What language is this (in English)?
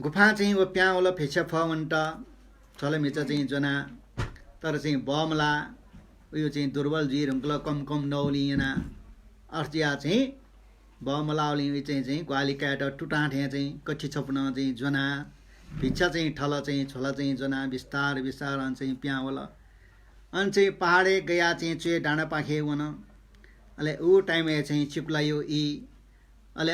Newari